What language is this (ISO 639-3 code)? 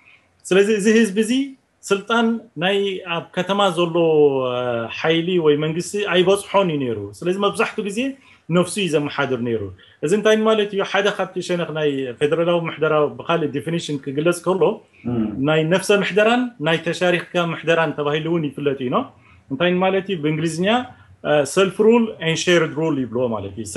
tir